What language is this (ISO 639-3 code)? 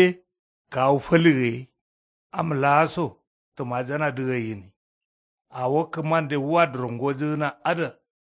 kau